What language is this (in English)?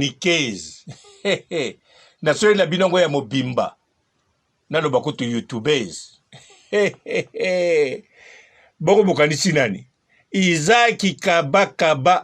Lingala